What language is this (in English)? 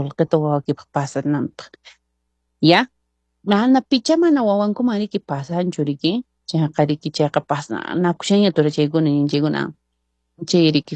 Quechua